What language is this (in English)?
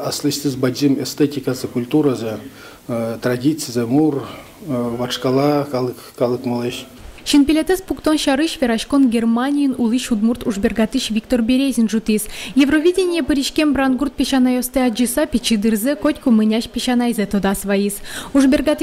Udmurt